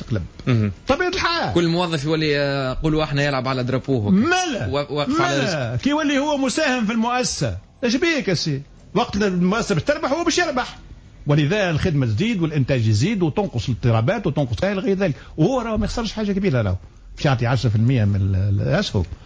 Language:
Tunisian Arabic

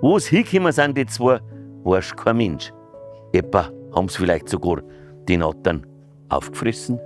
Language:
Bavarian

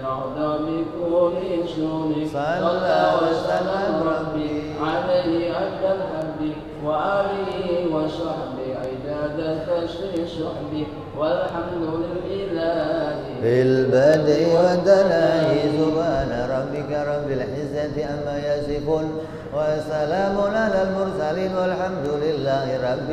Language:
Indonesian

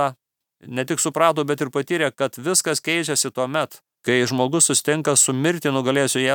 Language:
Lithuanian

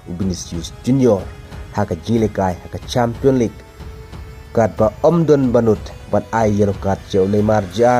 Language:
Khasi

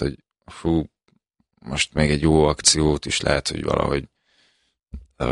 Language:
Hungarian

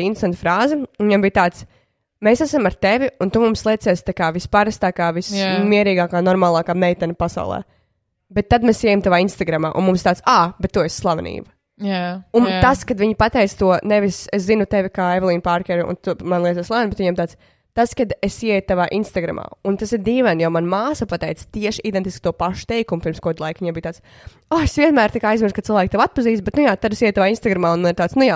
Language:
Latvian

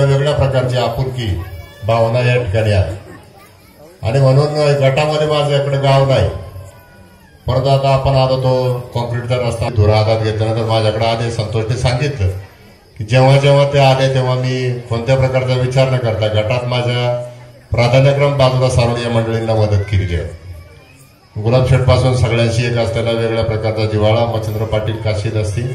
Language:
Marathi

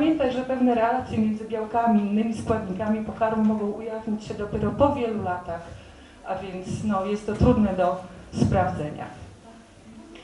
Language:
Polish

